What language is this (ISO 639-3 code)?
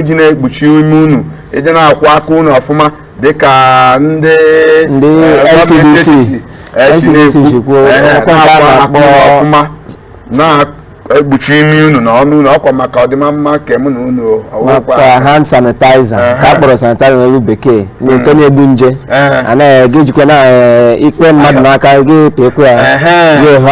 ibo